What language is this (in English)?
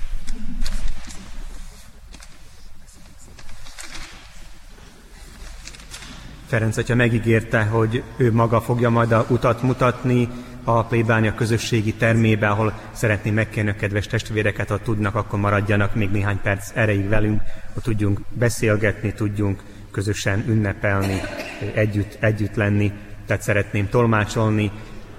Hungarian